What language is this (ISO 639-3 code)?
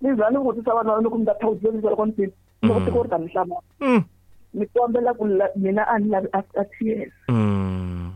tso